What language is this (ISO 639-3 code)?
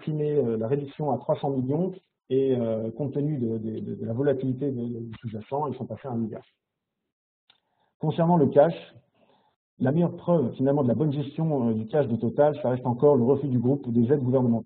fra